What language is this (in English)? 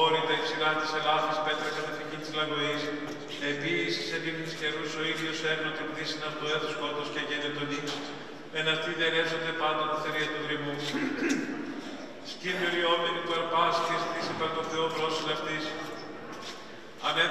Greek